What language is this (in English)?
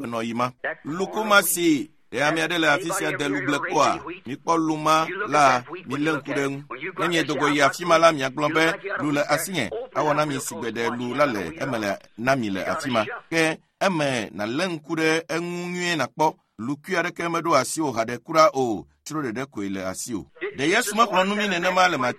Ewe